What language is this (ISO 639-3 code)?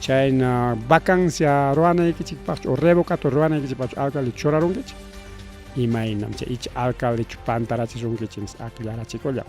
quy